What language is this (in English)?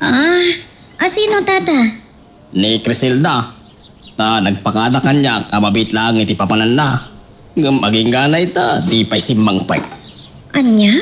Iloko